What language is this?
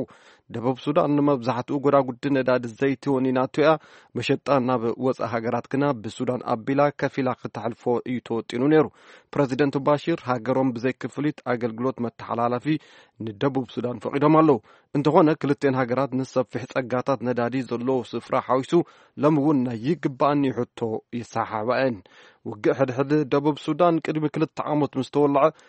Tigrinya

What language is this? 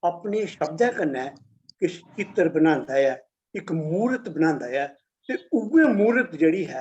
Dogri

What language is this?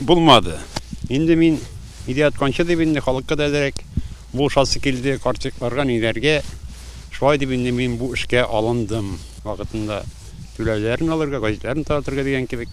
Tatar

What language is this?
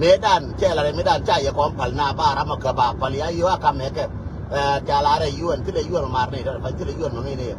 Nuer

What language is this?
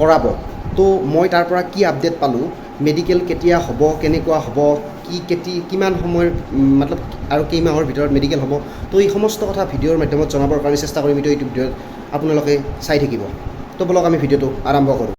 Assamese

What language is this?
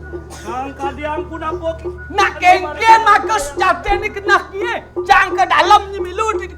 Balinese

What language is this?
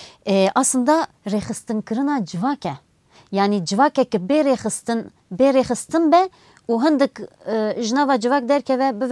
Kurdish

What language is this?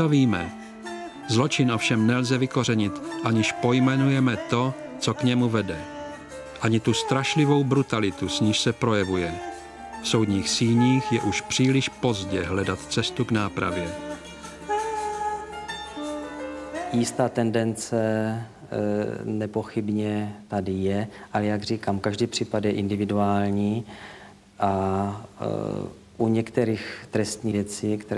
Czech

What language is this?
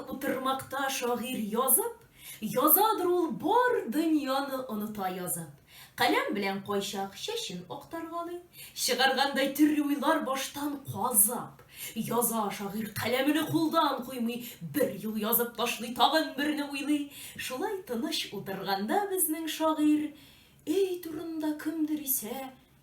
Tatar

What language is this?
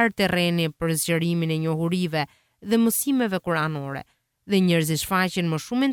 Albanian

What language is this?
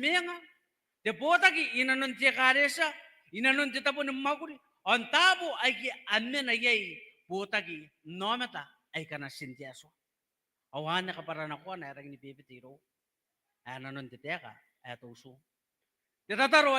Gilbertese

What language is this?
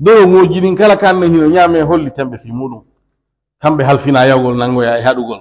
Pular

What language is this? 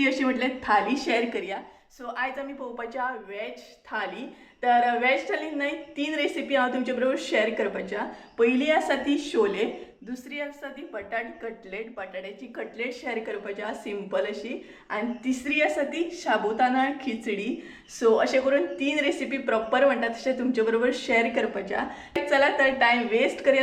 Konkani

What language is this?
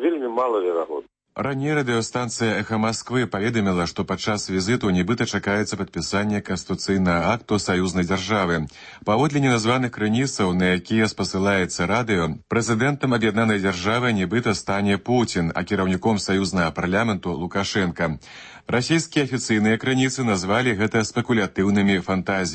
Belarusian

